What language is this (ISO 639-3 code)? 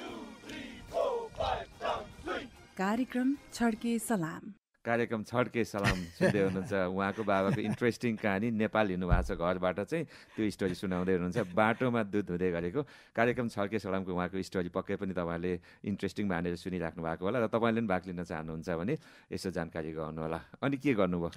nep